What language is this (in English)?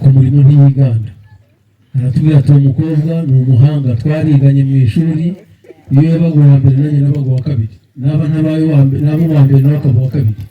Kinyarwanda